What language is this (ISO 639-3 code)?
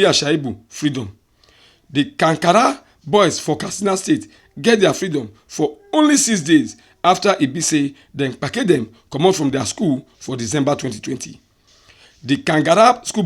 pcm